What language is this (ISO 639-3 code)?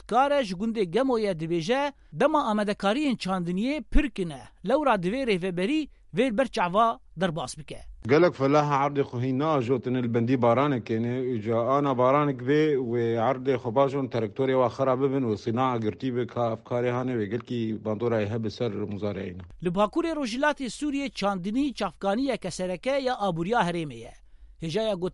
kur